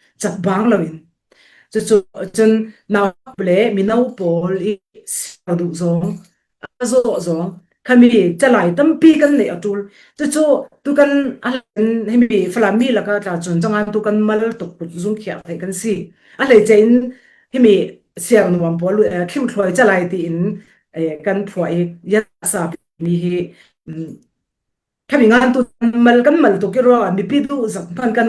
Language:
Falam Chin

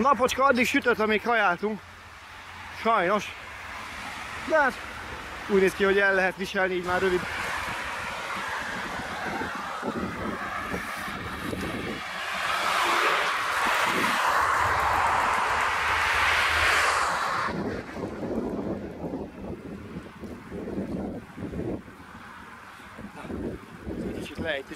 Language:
Hungarian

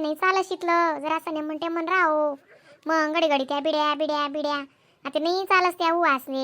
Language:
Khandesi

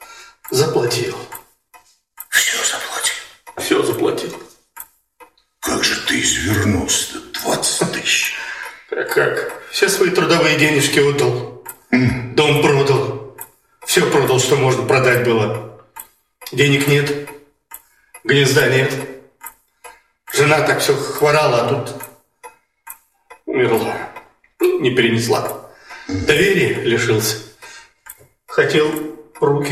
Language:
Russian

